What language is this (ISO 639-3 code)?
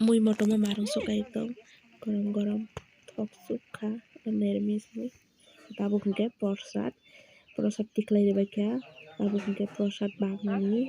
trp